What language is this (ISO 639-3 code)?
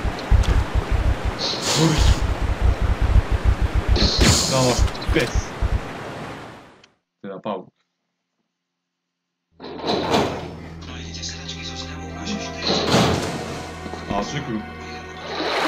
slk